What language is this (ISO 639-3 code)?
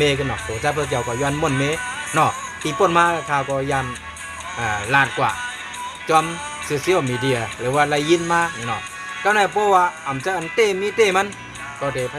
shn